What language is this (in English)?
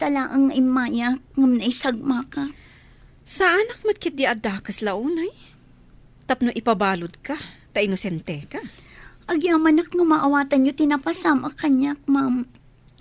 Iloko